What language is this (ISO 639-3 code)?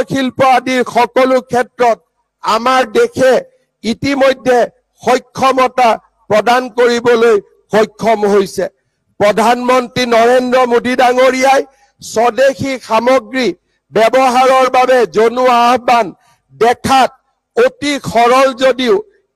asm